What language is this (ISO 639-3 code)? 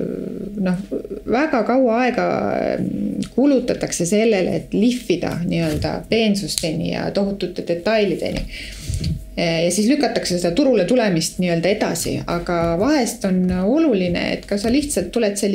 est